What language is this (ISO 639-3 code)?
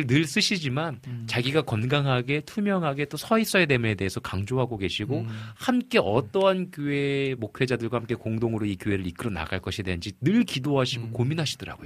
kor